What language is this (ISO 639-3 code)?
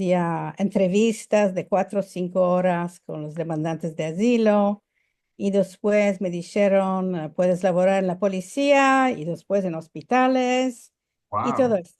lad